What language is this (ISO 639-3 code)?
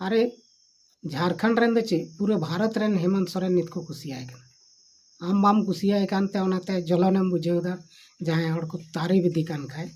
sat